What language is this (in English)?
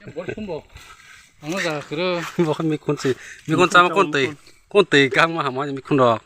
Kok Borok